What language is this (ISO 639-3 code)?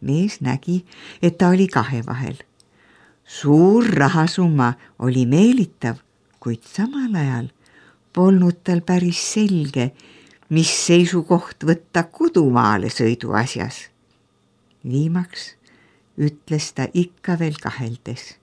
est